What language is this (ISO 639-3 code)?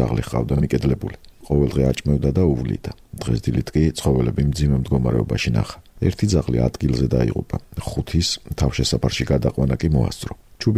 kat